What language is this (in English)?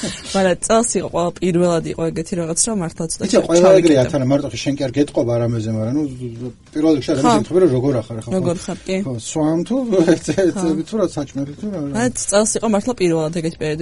Georgian